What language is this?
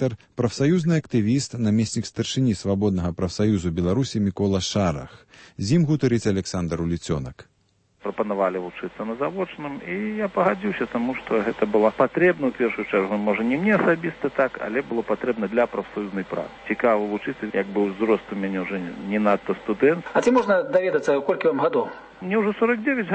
Belarusian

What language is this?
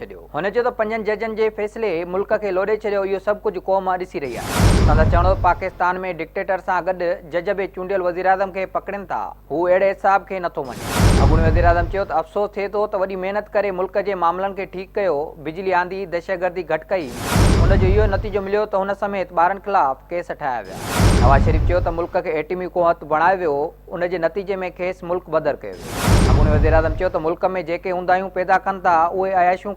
Sindhi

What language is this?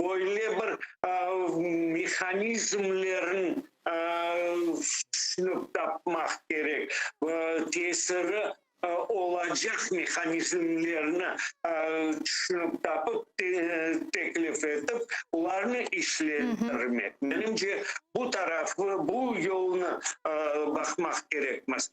Crimean Tatar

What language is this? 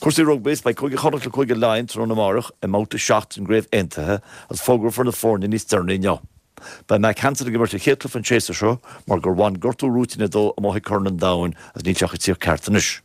Irish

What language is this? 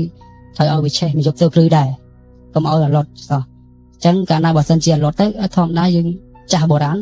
Khmer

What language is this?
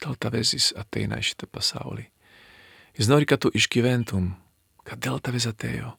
Lithuanian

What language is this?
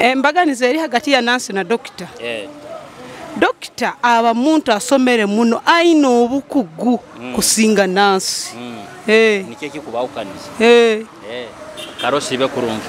Nyoro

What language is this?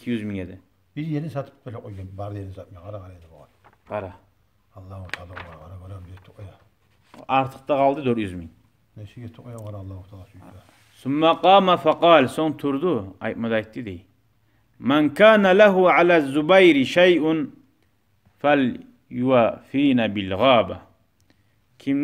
Kumyk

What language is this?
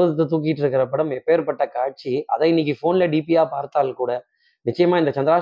Tamil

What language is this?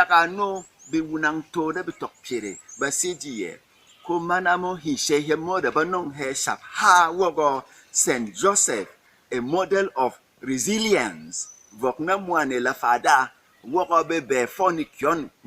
Berom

